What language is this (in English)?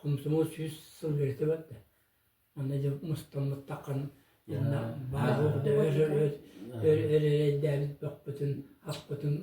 Yakut